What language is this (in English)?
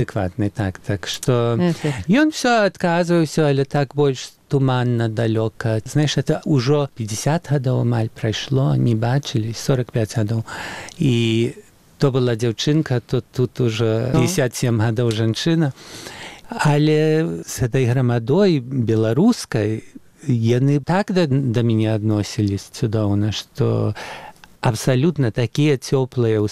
Belarusian